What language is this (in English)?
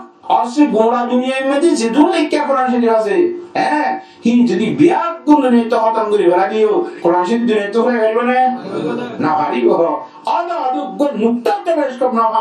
Rohingya